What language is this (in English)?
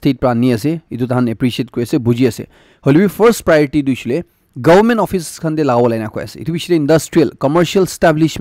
Naga Pidgin